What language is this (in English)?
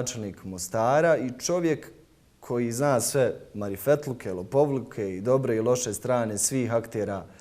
Bosnian